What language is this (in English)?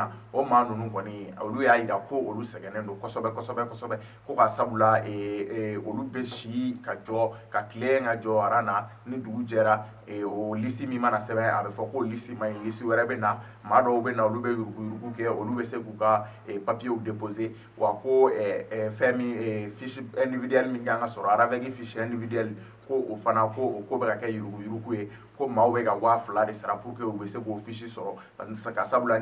Bambara